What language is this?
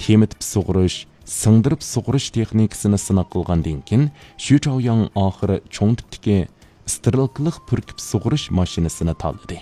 Uyghur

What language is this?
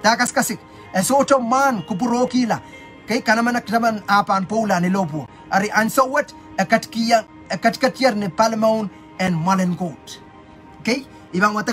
Pohnpeian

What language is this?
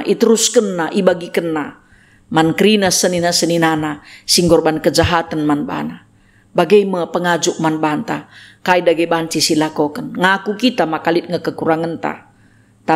Batak Karo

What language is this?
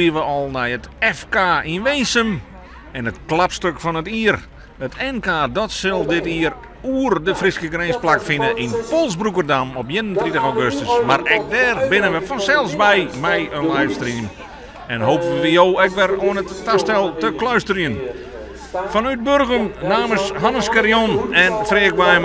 Western Frisian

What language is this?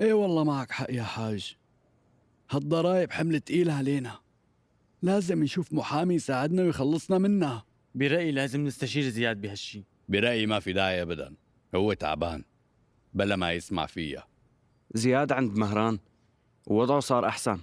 North Levantine Arabic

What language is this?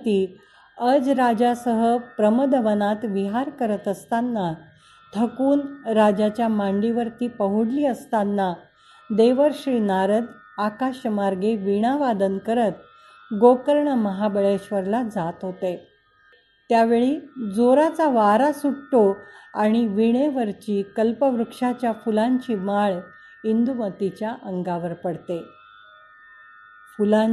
Marathi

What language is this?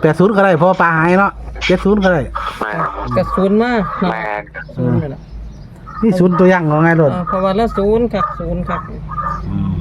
Northeastern Thai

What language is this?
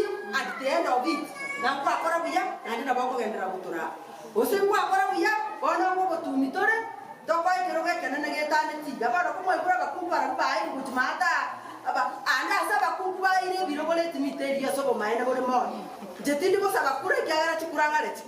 Gusii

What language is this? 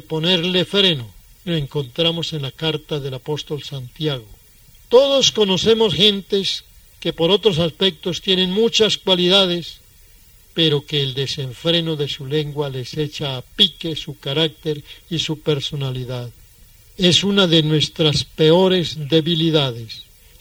Spanish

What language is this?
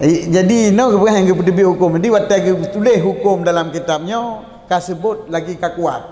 Achinese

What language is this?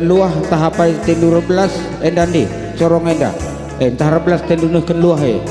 Batak Karo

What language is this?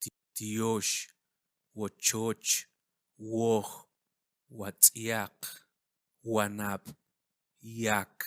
Kʼicheʼ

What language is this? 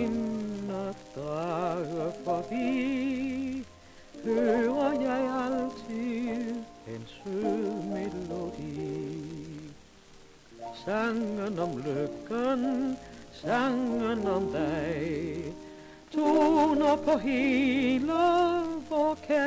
Danish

